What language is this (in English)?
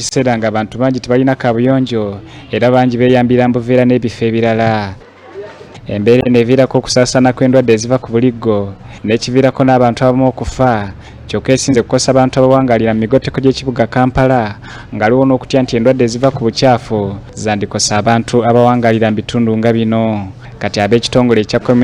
Ganda